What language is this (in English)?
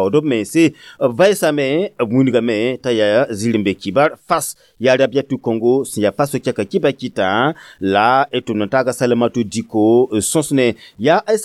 Mossi